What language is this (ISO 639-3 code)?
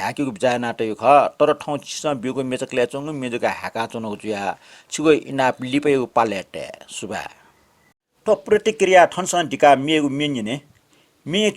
new